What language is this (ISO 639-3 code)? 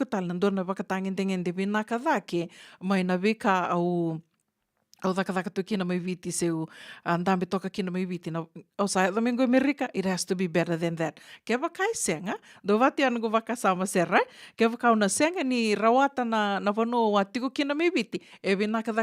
fij